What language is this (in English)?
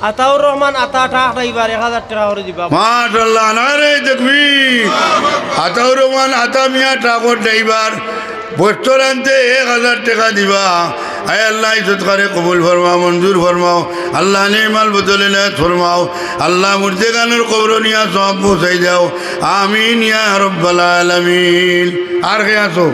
Sylheti